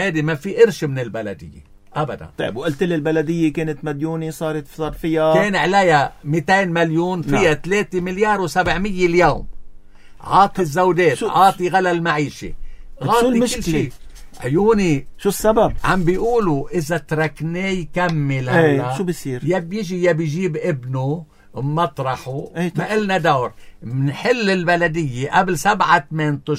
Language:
North Levantine Arabic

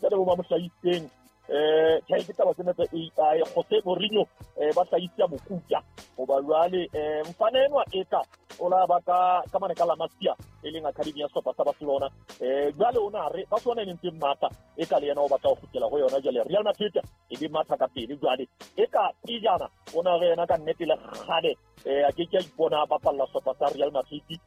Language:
Southern Sotho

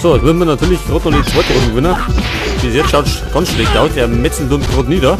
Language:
Bavarian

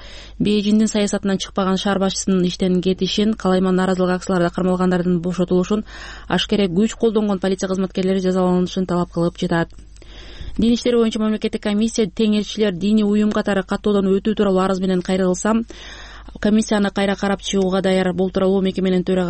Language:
Kyrgyz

